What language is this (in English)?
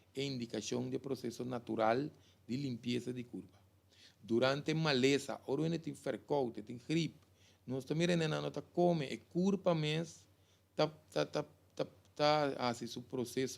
Papiamento